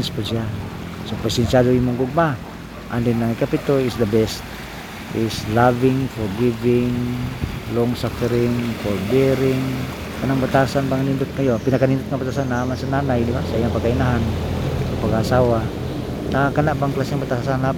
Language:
Cebuano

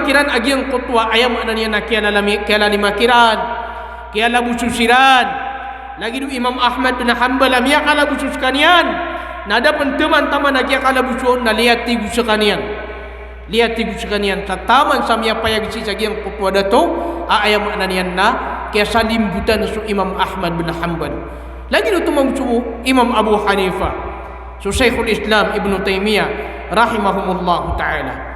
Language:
Maranao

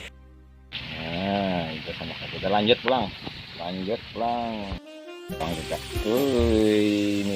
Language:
Banjar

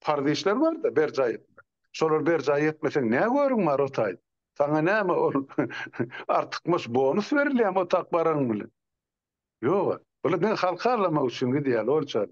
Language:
Turkmen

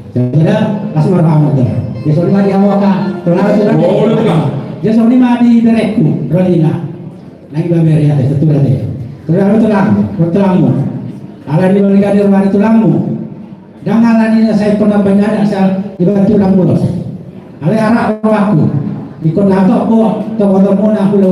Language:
Batak Toba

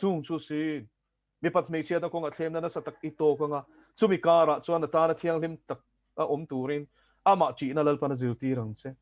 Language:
Mizo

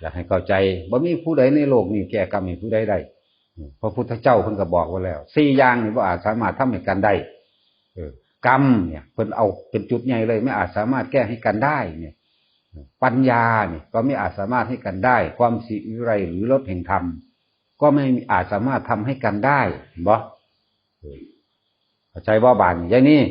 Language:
Northeastern Thai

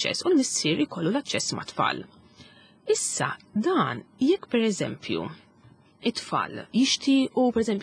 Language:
Maltese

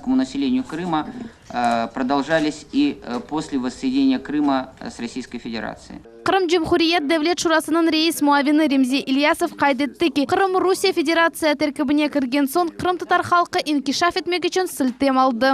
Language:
Crimean Tatar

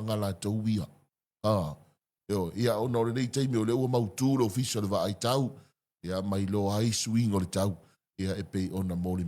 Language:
Samoan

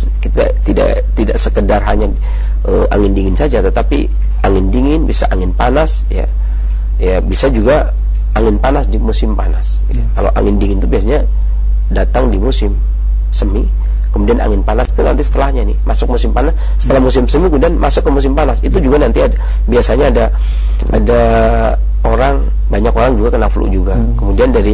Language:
Indonesian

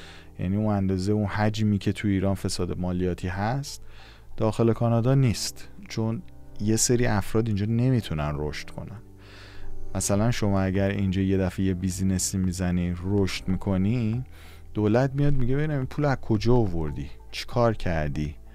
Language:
Persian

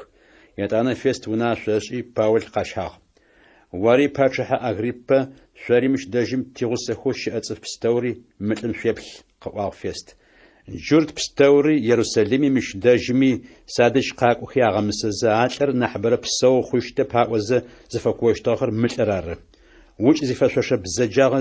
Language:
Adyghe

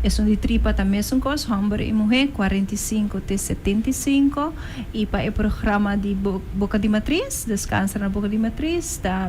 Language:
Papiamento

